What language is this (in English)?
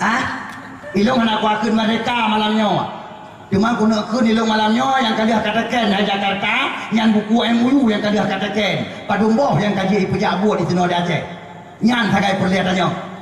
Achinese